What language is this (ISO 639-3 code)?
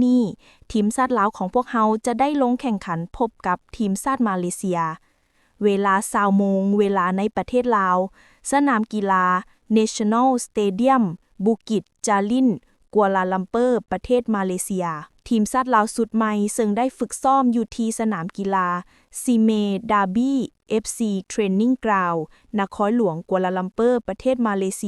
lao